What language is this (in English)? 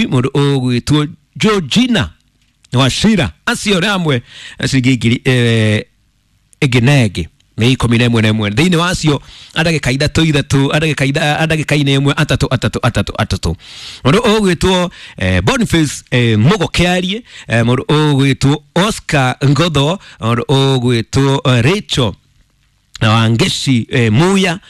Kikuyu